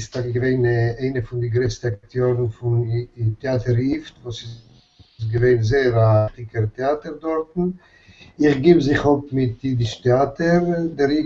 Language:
Yiddish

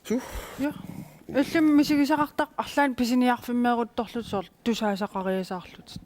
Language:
Kalaallisut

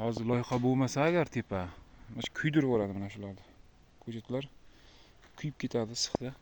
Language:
Uzbek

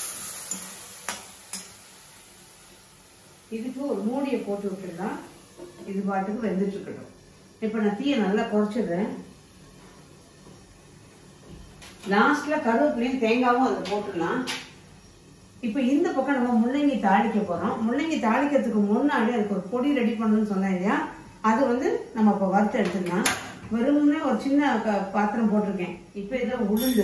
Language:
Tamil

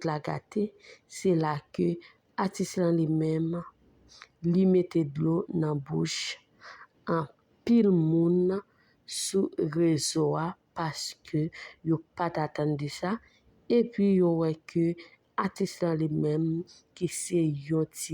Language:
Haitian Creole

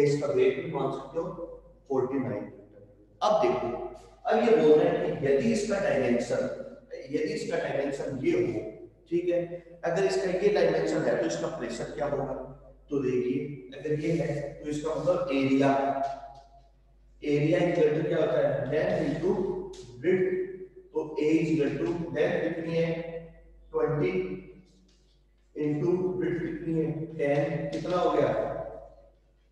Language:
Hindi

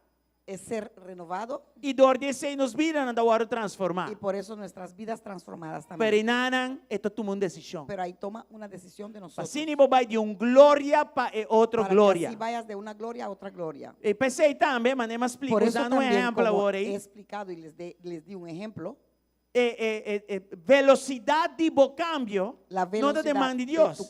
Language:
Papiamento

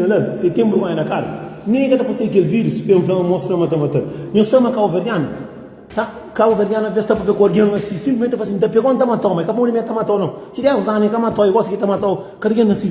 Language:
Kabuverdianu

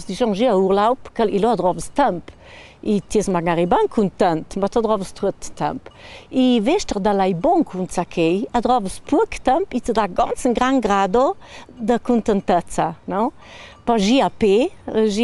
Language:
Ladin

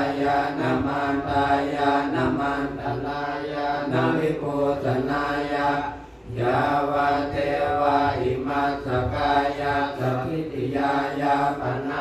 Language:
Pali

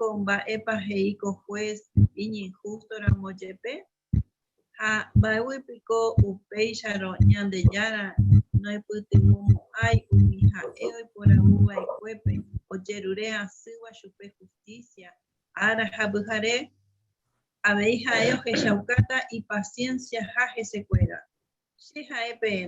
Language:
Guarani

